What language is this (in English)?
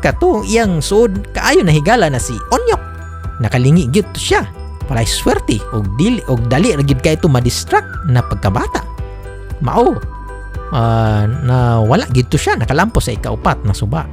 Cebuano